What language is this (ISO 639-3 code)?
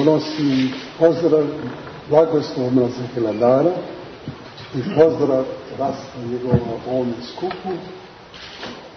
srp